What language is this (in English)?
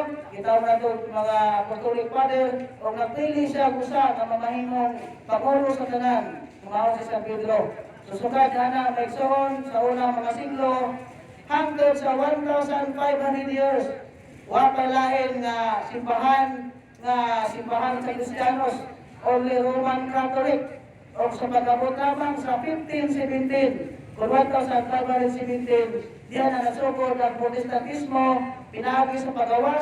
Cebuano